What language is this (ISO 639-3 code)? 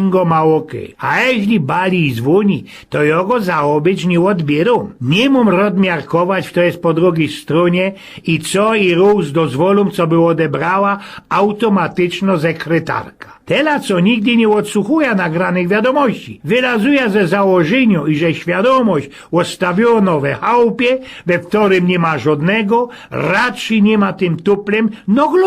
szl